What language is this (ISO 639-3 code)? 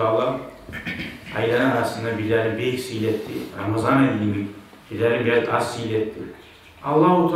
kum